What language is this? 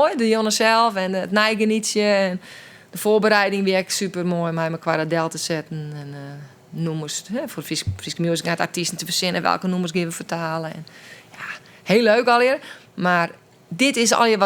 Western Frisian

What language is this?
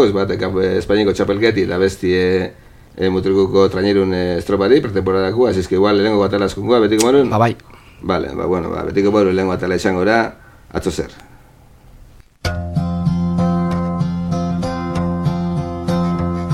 Basque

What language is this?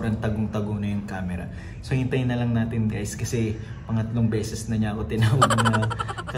Filipino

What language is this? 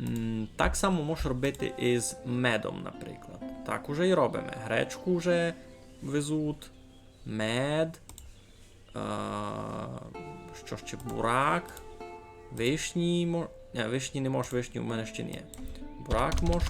Rusyn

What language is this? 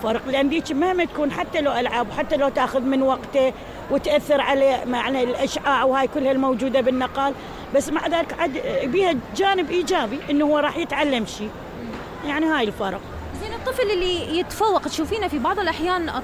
Mesopotamian Arabic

